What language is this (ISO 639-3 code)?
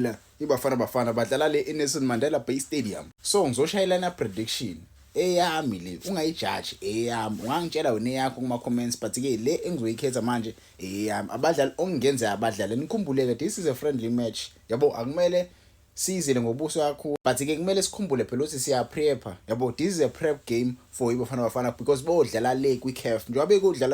zul